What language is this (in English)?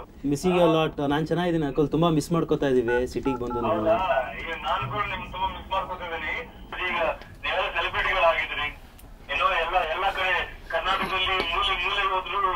Kannada